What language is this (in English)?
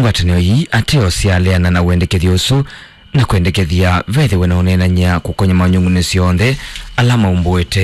Kamba